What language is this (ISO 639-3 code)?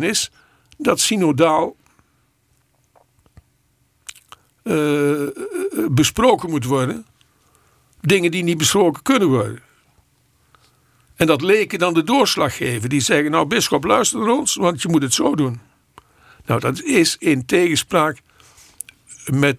nld